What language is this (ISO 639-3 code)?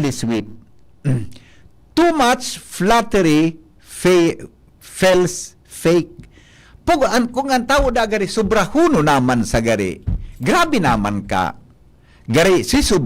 bik